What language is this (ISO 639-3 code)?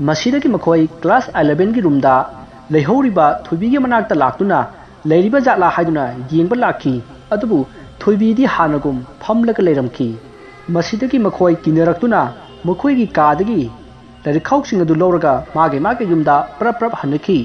mni